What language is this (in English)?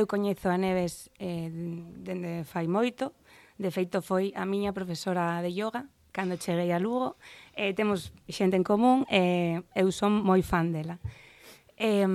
Galician